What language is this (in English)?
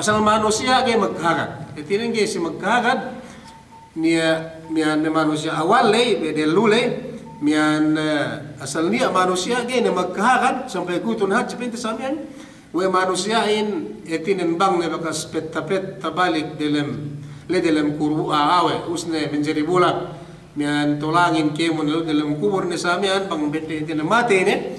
Yakan